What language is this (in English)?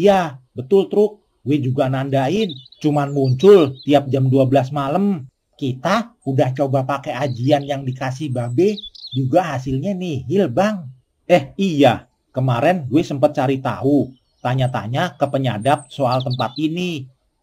Betawi